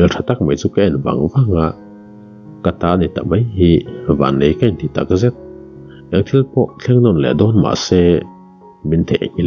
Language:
Mizo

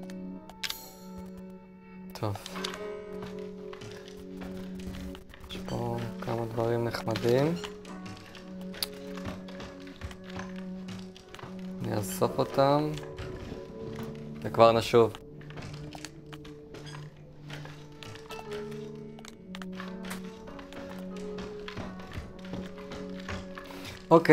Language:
Hebrew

